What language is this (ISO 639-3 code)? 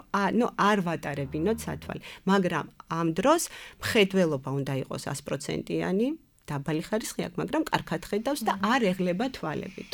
kat